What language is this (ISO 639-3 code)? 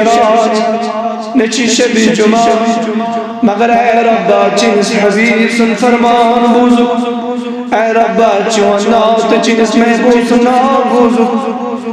kas